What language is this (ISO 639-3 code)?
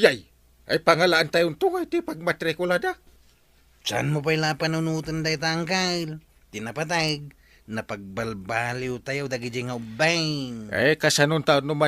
ilo